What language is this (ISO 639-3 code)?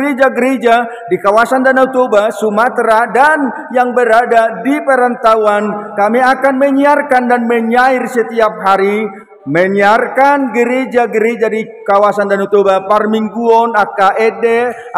bbc